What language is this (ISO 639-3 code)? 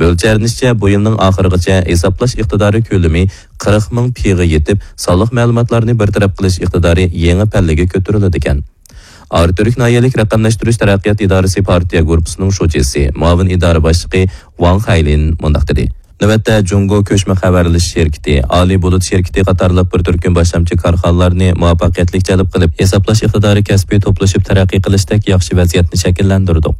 uig